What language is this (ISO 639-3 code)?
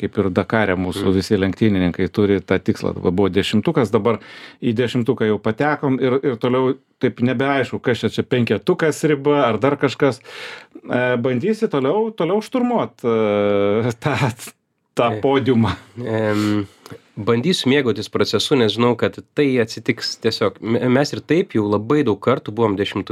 lit